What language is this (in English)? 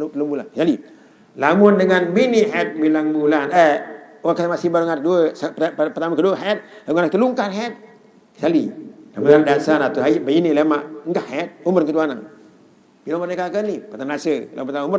Sasak